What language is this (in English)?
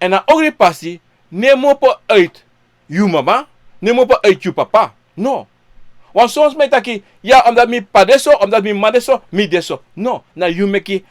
Sranan Tongo